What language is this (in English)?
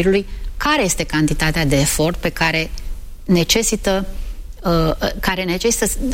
Romanian